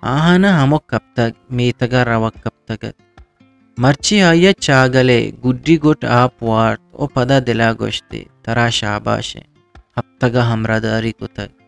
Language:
Eastern Balochi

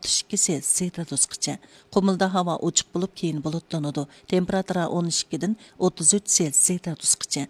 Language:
Uyghur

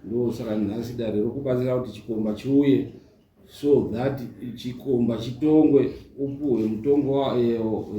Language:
Shona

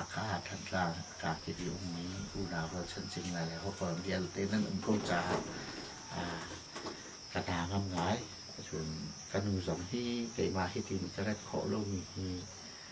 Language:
Hakha Chin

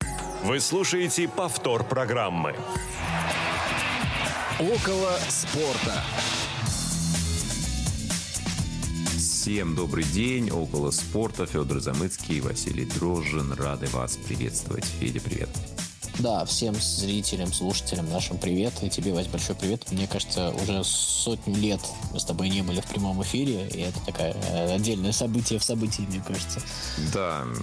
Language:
Russian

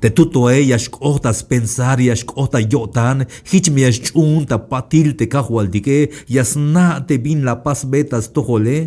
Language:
Tzeltal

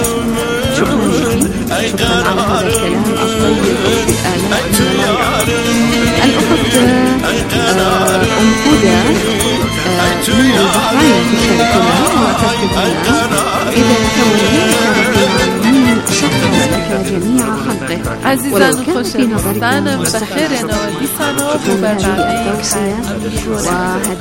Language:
Arabic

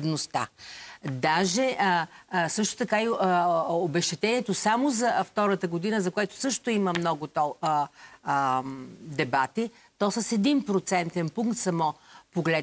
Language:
Bulgarian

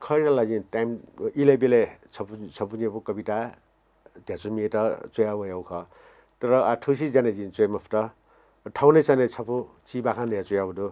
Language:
Newari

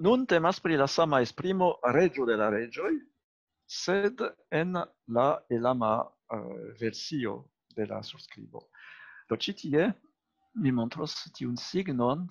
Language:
Esperanto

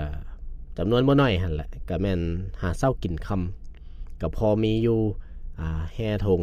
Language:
Lao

